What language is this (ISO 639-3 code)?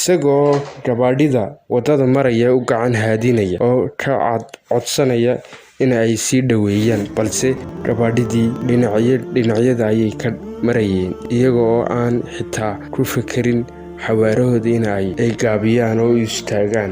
som